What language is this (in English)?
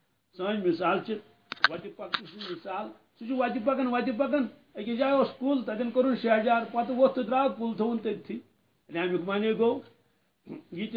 Kashmiri